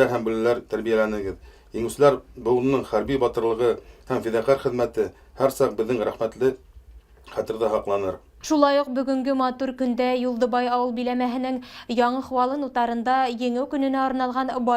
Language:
Bashkir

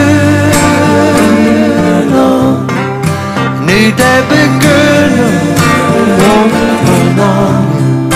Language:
Danish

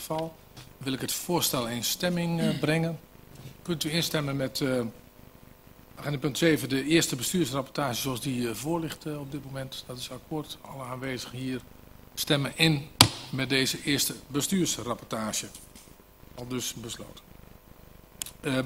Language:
Dutch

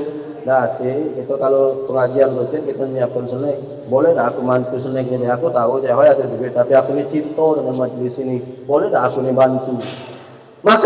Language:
Musi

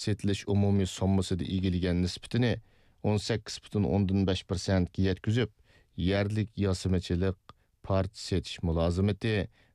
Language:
Uyghur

